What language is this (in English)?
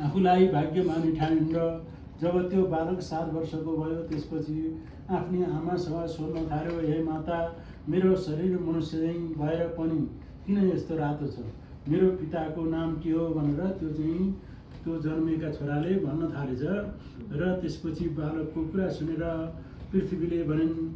Nepali